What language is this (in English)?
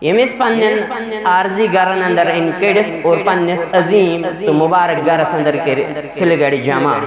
Kashmiri